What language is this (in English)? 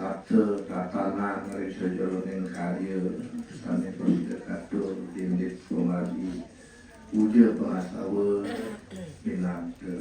Balinese